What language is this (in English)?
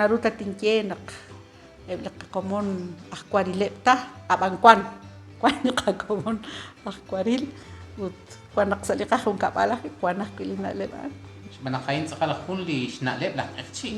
Kekchí